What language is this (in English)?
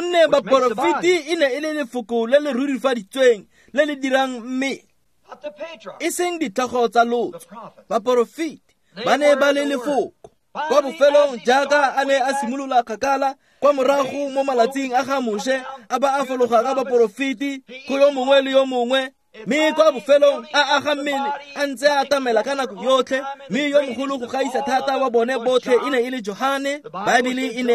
Tswana